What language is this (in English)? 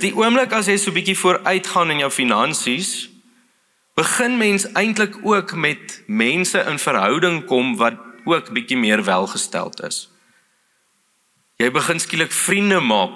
Afrikaans